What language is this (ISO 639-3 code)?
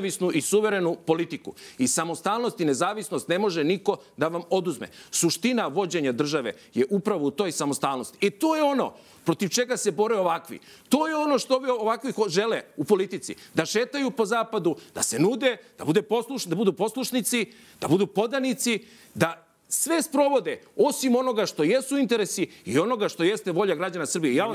srp